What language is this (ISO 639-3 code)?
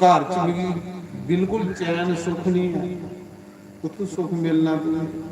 doi